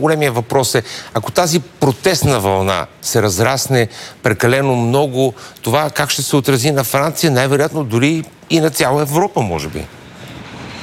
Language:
Bulgarian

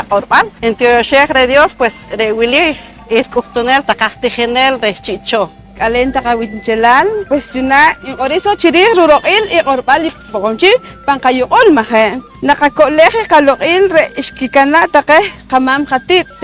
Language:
Poqomchi'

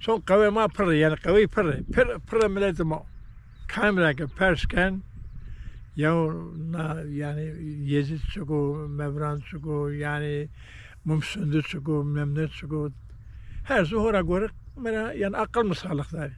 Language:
Zaza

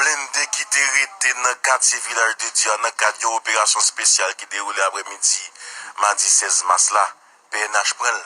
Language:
Haitian Creole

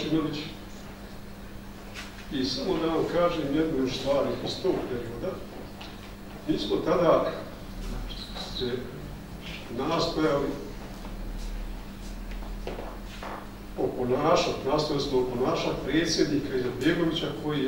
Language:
Bosnian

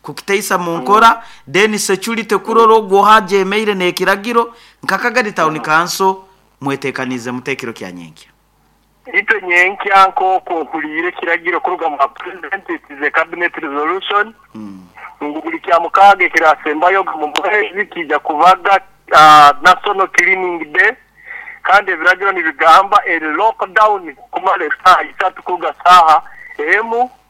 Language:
Nyoro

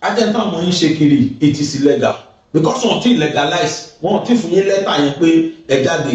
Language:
Yoruba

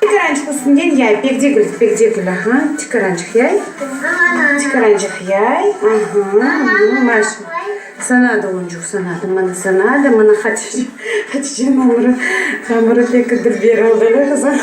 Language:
Crimean Tatar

